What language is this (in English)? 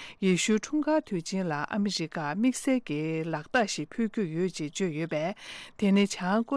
Tibetan